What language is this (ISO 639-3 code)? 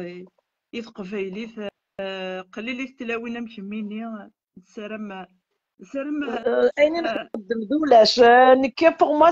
kab